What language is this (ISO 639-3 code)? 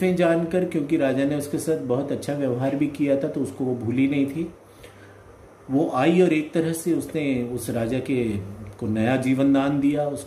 hin